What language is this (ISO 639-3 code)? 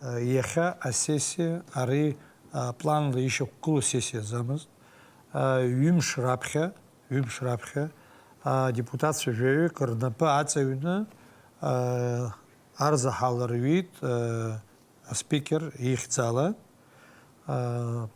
abk